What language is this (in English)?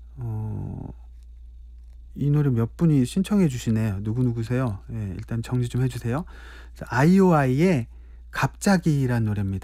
Korean